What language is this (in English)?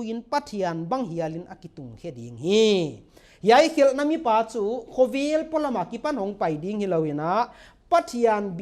Paite Chin